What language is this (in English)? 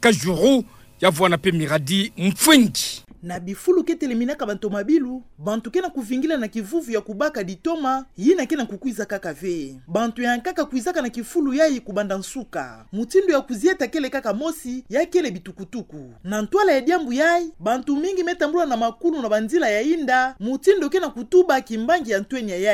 Kituba (Democratic Republic of Congo)